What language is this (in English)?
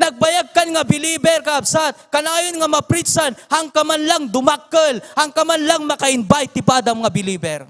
Iloko